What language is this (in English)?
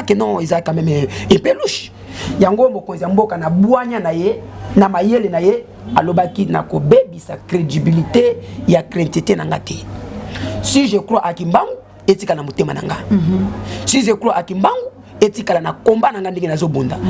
Lingala